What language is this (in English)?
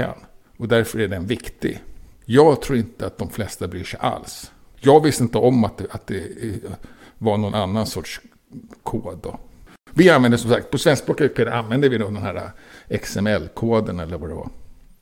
Swedish